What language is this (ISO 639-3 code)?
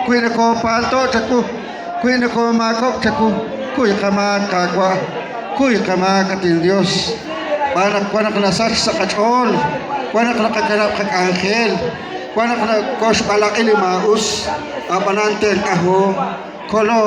kek